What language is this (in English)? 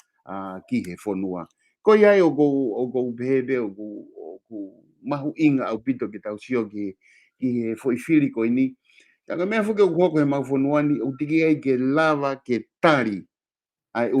Tongan